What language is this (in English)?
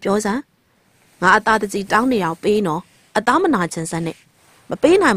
Burmese